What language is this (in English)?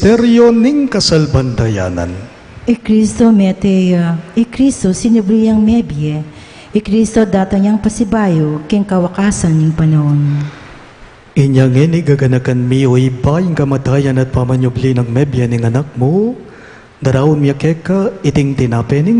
Pampanga